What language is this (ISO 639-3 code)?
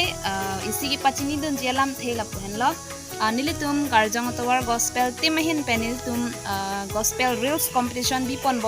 mjw